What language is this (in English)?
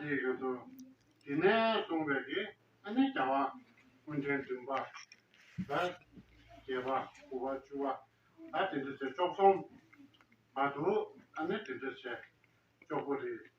Tibetan